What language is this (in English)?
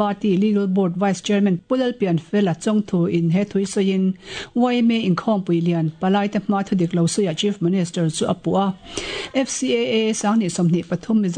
Mizo